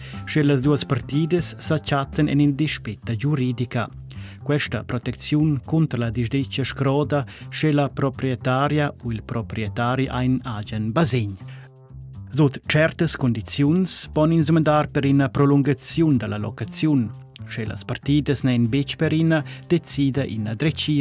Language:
Romansh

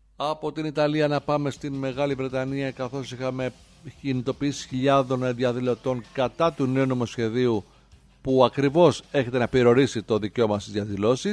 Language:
Greek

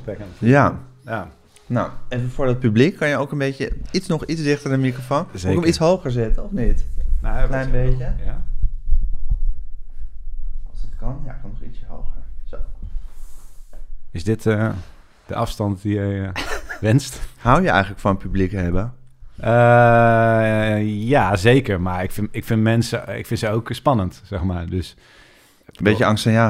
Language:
Dutch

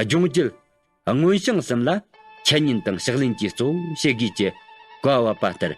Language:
Tibetan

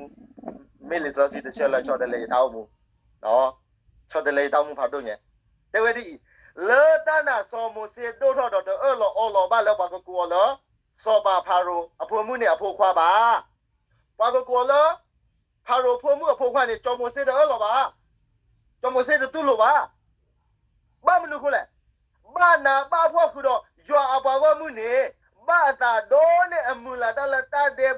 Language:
S'gaw Karen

